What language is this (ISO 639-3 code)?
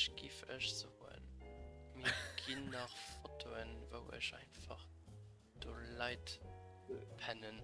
ltz